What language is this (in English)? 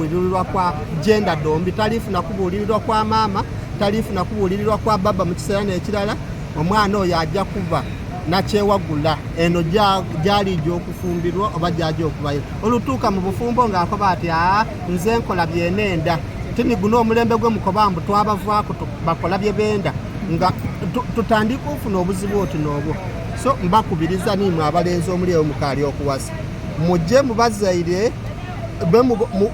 Soga